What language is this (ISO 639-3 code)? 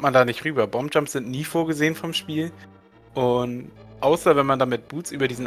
deu